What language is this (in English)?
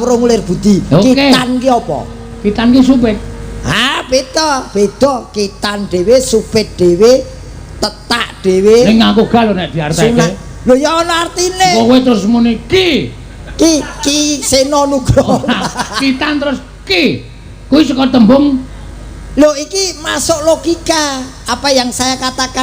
Javanese